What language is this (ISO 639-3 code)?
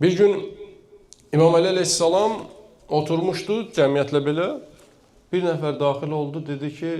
aze